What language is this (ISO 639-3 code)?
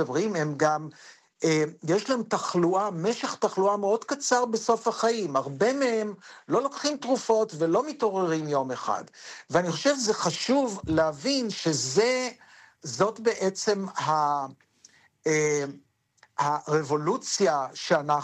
heb